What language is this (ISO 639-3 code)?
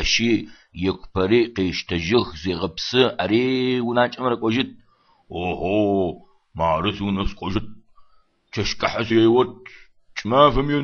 ady